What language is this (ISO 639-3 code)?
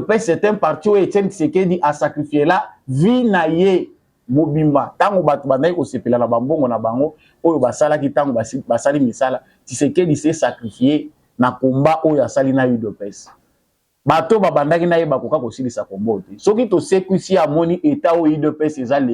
lin